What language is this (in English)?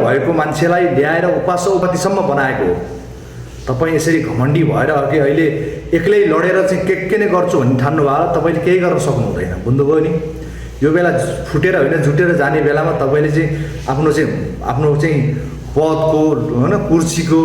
Nepali